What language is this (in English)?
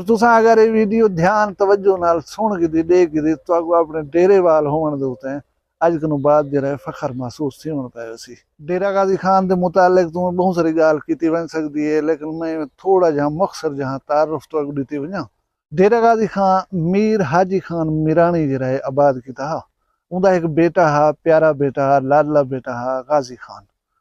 Saraiki